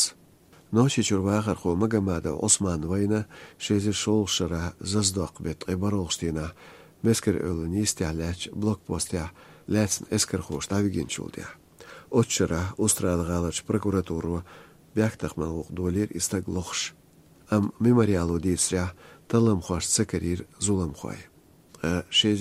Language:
Chechen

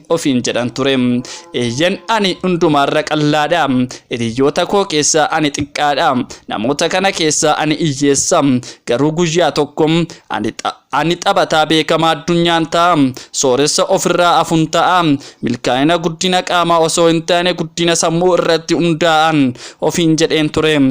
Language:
Oromo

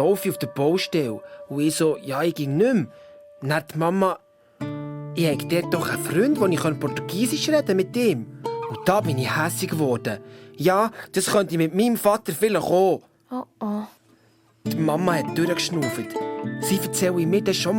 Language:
Swiss German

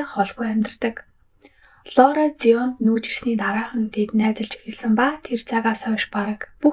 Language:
Mongolian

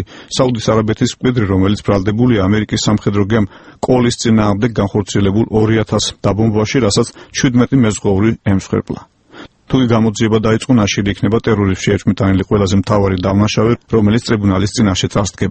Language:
Georgian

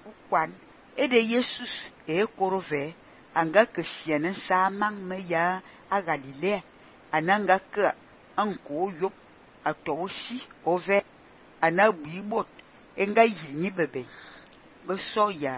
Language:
Fang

